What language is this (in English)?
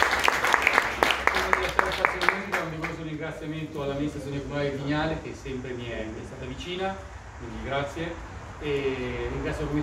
Italian